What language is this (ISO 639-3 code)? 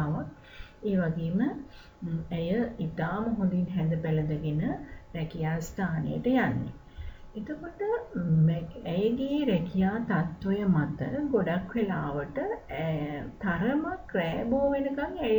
sin